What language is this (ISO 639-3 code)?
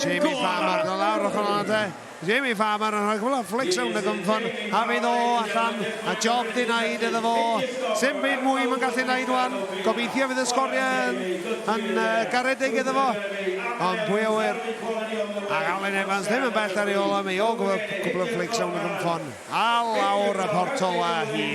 cym